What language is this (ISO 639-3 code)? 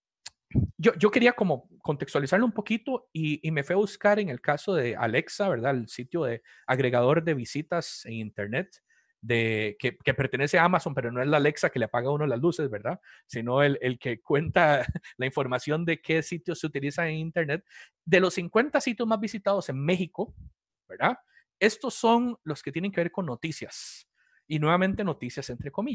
spa